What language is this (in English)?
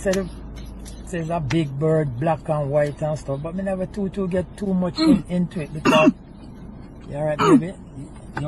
Jamaican Creole English